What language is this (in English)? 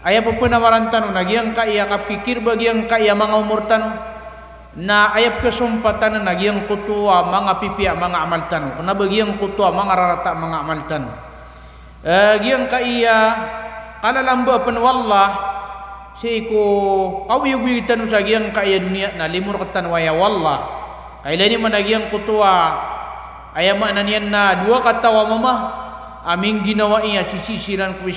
Maranao